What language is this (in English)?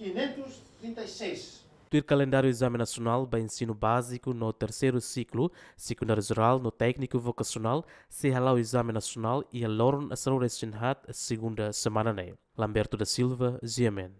Tetum